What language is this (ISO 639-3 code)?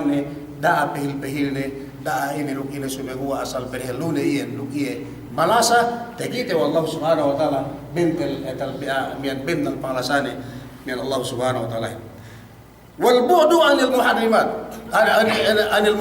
yka